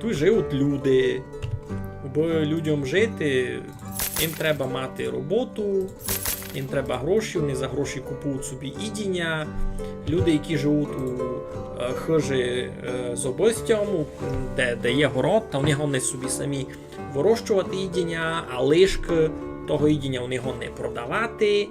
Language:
Rusyn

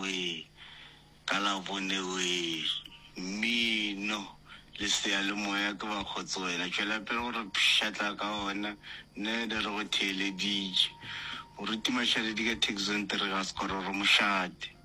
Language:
Northern Sotho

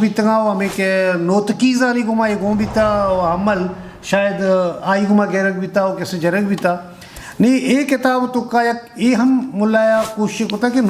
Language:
Eastern Balochi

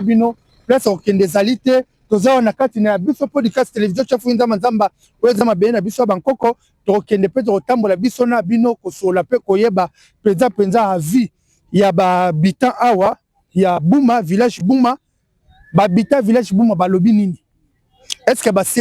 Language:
Lingala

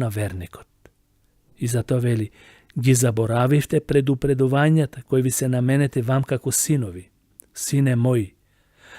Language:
Macedonian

